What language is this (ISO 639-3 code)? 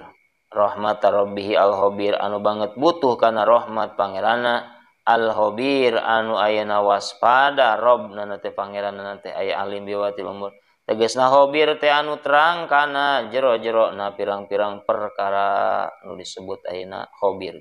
sun